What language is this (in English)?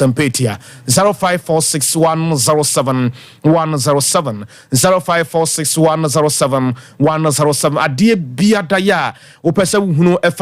Akan